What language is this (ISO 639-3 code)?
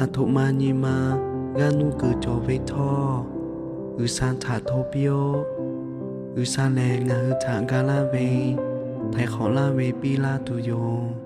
lhu